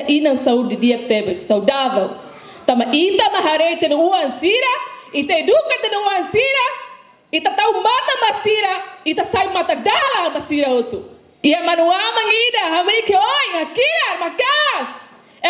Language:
Tetum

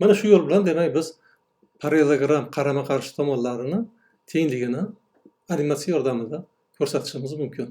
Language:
Uzbek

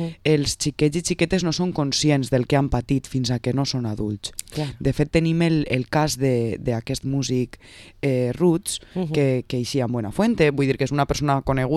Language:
Catalan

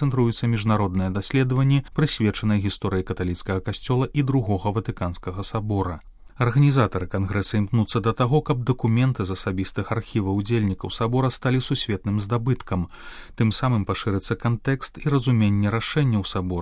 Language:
Belarusian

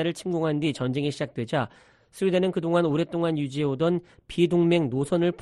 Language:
Korean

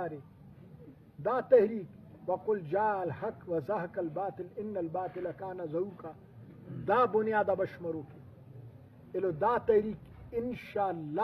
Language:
Brahui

